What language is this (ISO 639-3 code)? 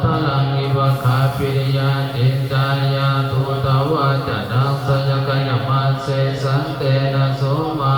pli